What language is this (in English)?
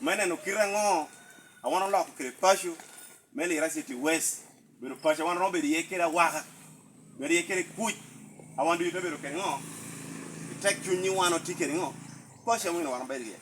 Lango (Uganda)